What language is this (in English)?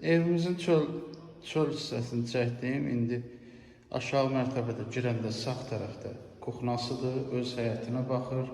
Azerbaijani